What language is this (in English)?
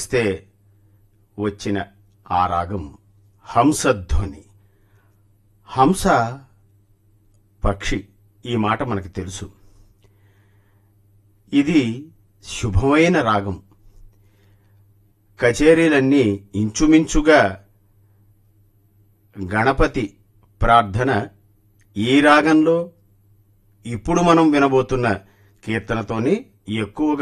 Telugu